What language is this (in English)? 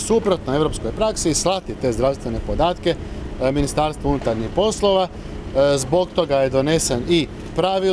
Croatian